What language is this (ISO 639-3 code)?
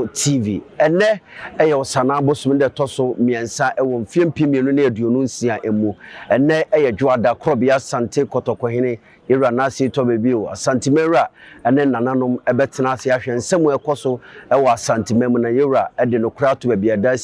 aka